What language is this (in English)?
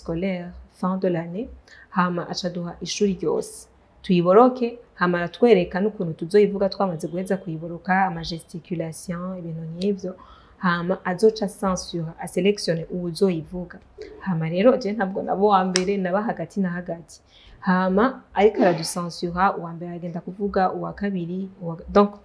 Rundi